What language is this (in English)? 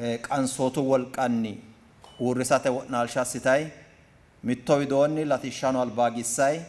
Sidamo